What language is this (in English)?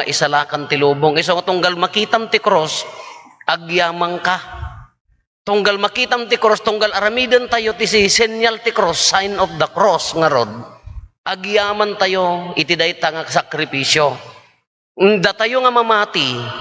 Iloko